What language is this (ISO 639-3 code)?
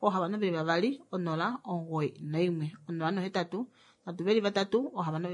kua